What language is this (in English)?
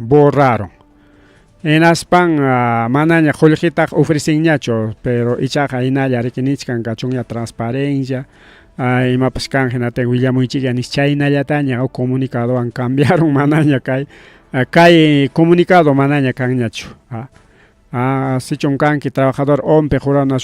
Ayacucho Quechua